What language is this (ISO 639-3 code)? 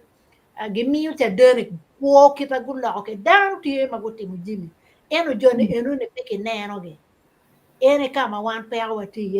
ach